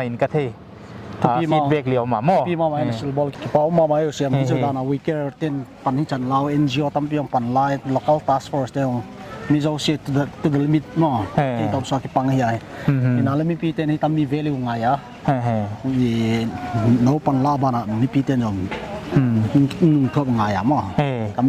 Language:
Paite Chin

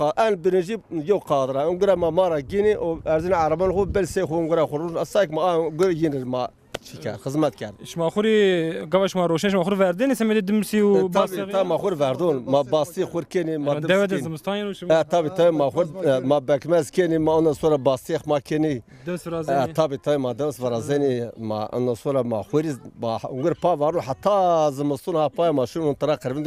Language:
Zaza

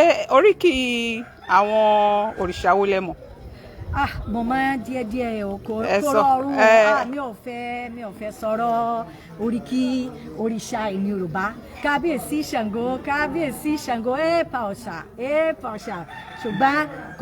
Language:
Yoruba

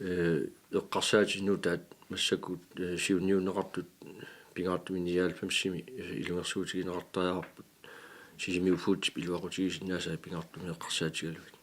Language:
Kalaallisut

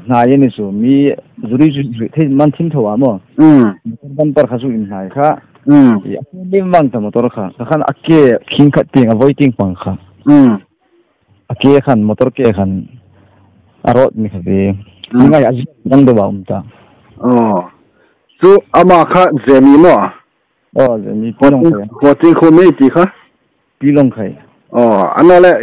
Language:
Hmar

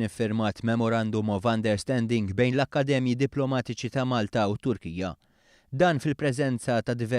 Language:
Maltese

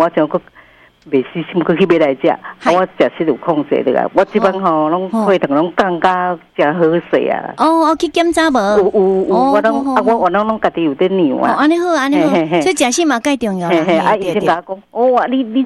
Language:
Min Nan Chinese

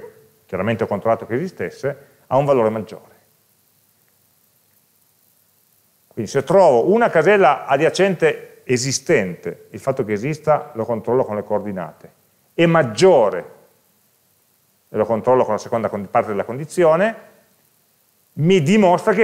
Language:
Italian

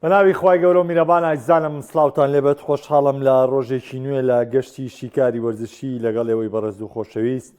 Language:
Central Kurdish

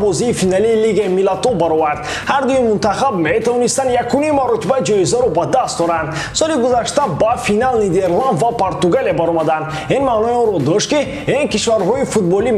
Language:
Tajik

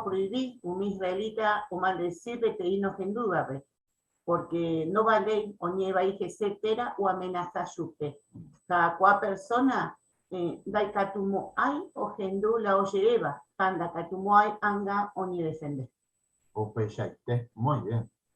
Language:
Guarani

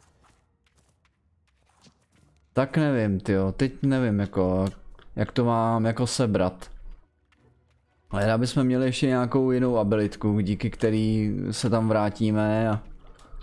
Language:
Czech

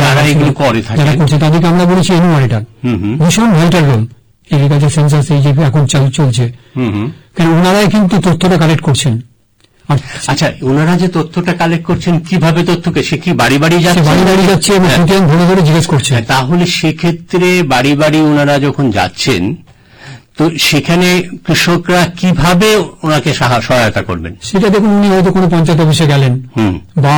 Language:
Bangla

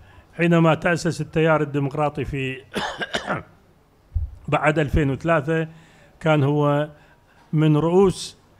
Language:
Mesopotamian Arabic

